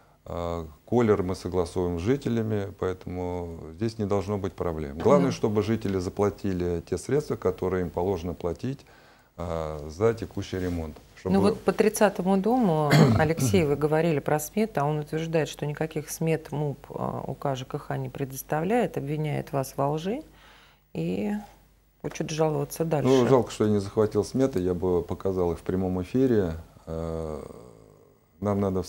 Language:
Russian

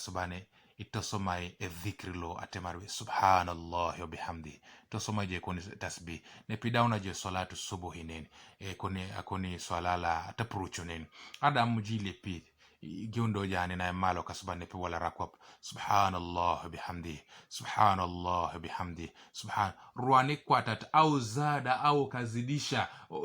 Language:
Teso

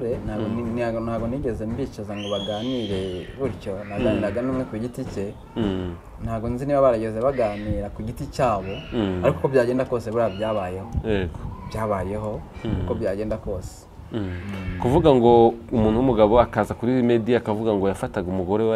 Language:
Kinyarwanda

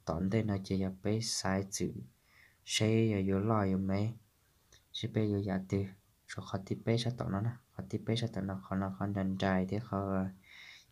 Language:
Hmong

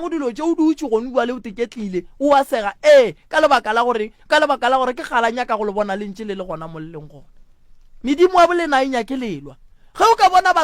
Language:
Northern Sotho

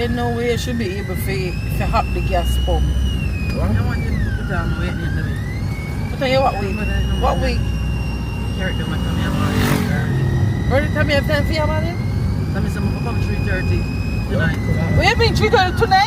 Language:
Jamaican Creole English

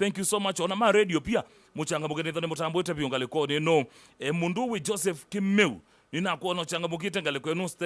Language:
Kamba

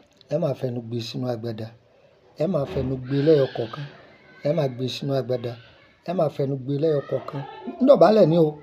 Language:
Yoruba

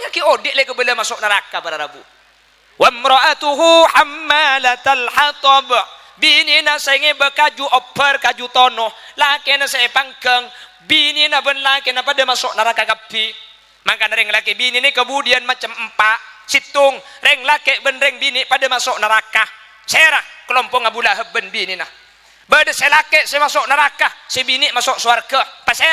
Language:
Madurese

